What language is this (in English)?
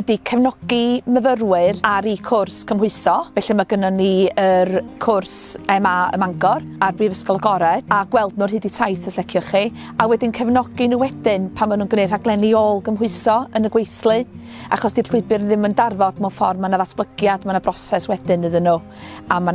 Welsh